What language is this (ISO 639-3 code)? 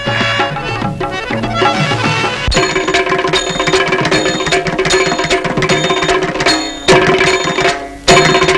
mal